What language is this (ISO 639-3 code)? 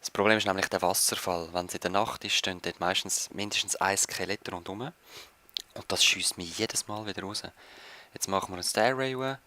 gsw